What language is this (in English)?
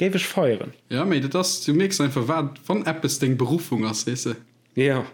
Luxembourgish